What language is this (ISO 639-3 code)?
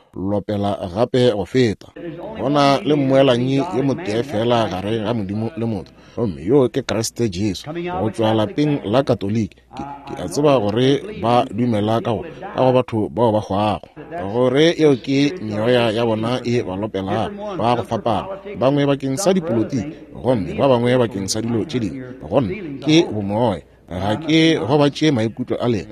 nso